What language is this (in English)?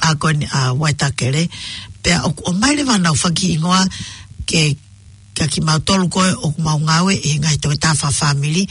Tongan